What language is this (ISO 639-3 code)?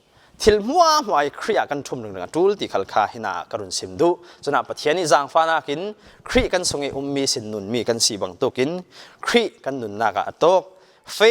cfm